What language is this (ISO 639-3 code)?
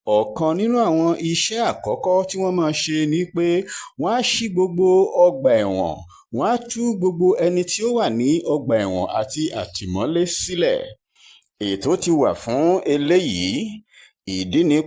yor